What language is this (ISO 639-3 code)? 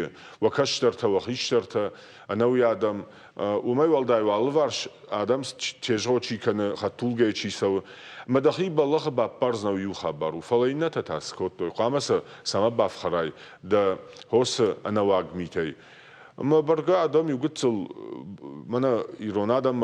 oss